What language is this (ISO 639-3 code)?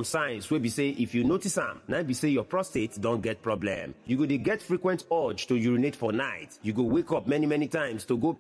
pcm